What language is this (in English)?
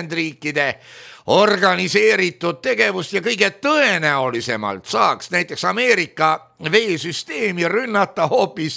Estonian